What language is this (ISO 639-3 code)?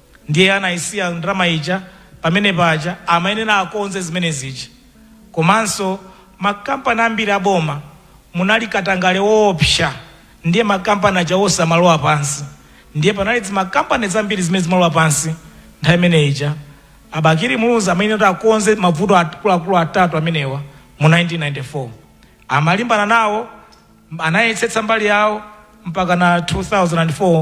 nya